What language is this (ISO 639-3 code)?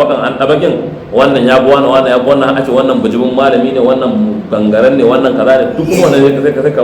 hau